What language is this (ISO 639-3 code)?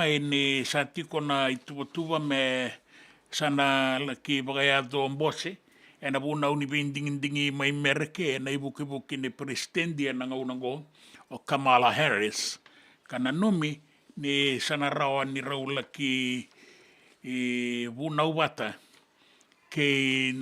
fij